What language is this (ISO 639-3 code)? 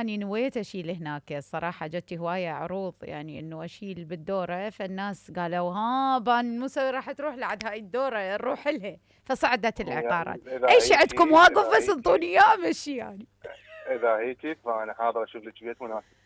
acm